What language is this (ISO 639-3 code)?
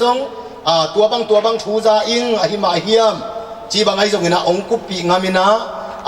ctd